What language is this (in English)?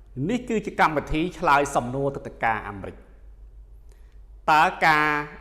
Khmer